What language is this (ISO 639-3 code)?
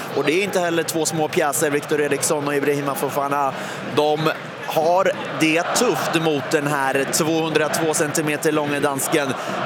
swe